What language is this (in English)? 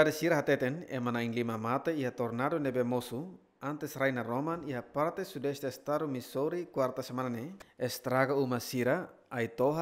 Tetum